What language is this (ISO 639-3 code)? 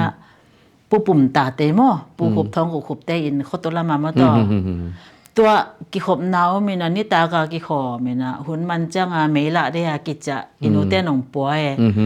ctd